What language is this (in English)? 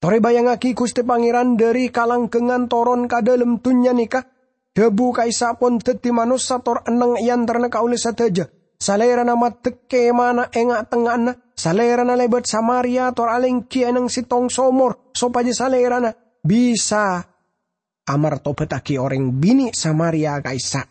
Madurese